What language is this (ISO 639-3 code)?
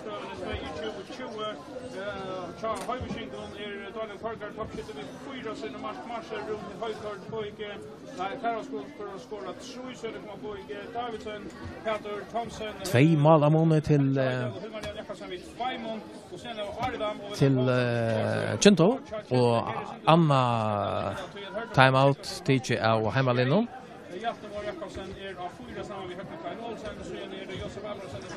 fao